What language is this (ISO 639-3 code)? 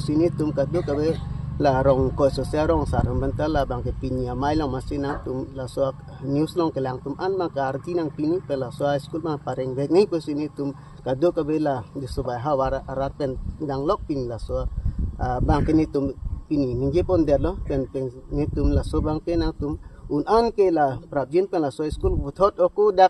mjw